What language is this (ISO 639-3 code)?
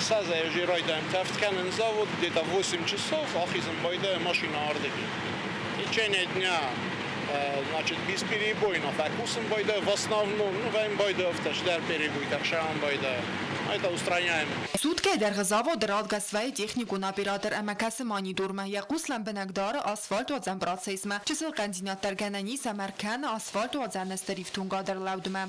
oss